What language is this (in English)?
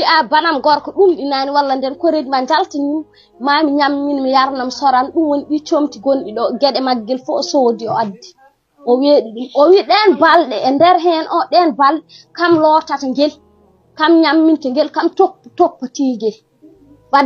Fula